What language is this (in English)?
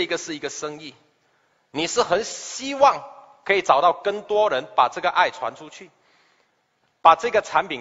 Chinese